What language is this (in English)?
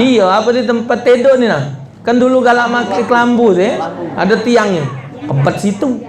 Musi